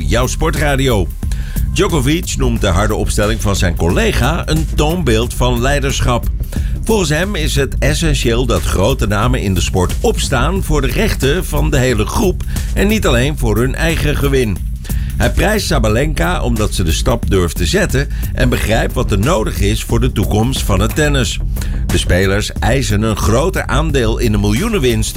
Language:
Dutch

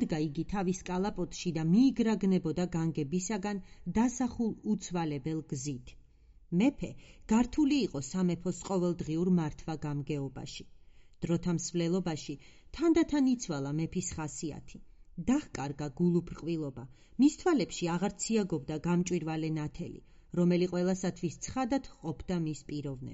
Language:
Georgian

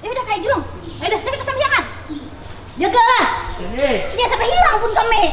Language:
Banjar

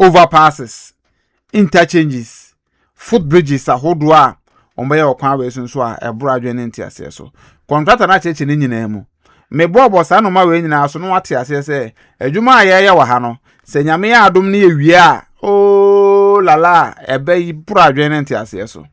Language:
Akan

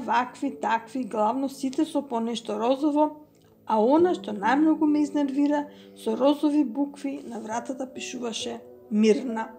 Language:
Macedonian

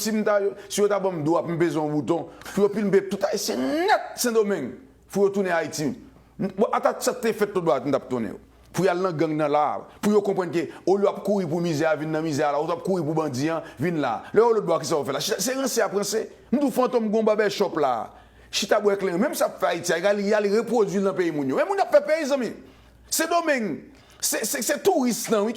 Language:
Haitian Creole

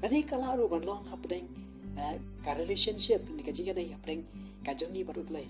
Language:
Khasi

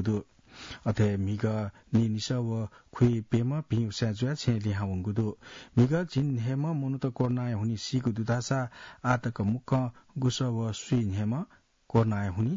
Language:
Newari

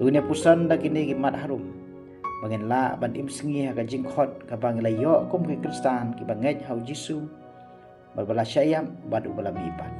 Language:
Khasi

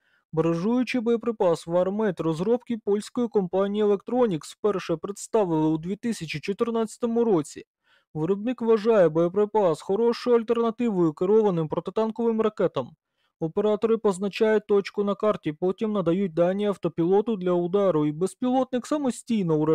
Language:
Ukrainian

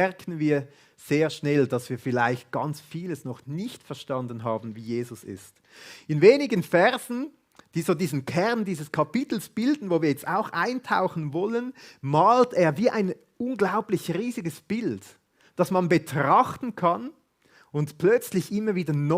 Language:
Swiss German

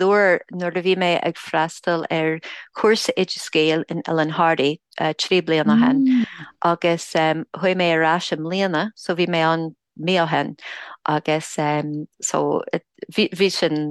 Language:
Irish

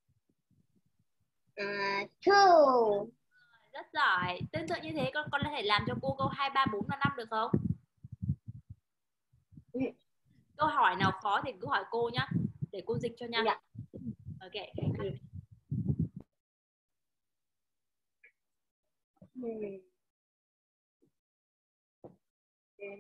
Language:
Vietnamese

